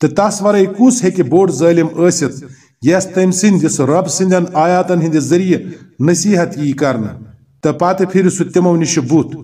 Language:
Kashmiri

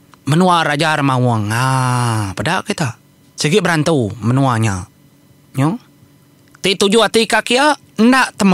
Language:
Iban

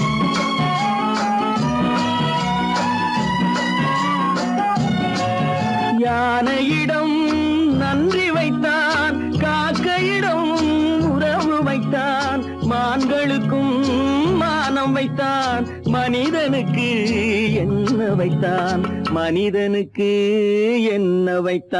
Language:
Tamil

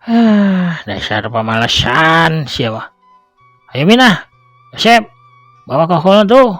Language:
Sundanese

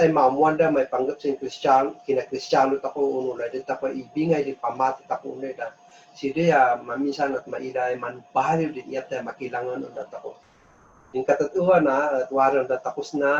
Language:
Kankanaey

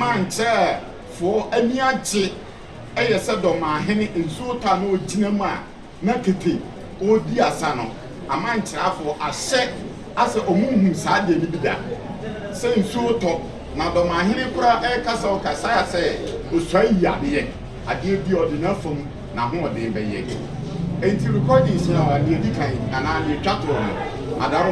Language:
Akan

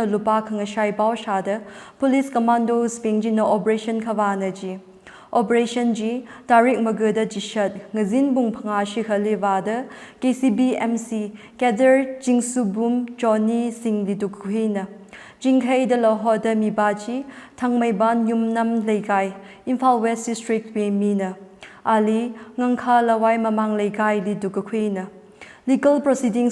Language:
Tangkhul Naga (India)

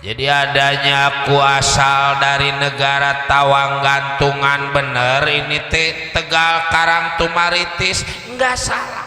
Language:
Betawi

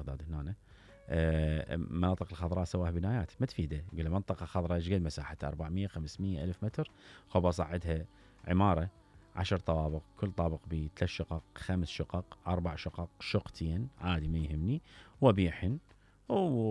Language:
Mesopotamian Arabic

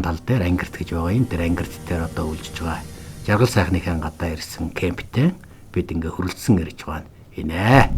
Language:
Mongolian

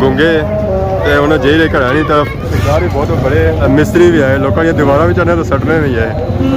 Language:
Pahari-Potwari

